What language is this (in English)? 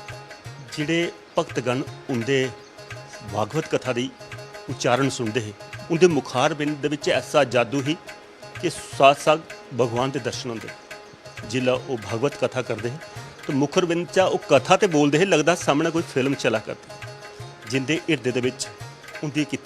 Dogri